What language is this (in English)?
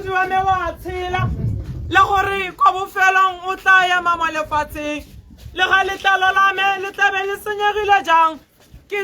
Tswana